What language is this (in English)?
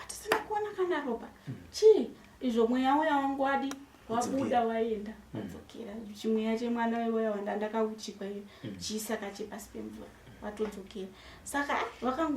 Shona